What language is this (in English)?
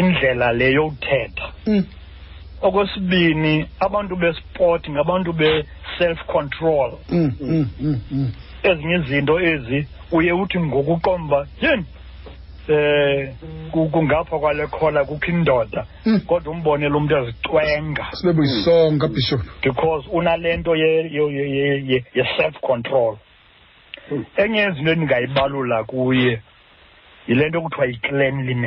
Xhosa